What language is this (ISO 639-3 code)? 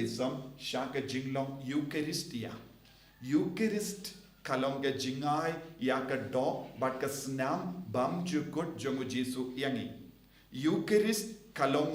kha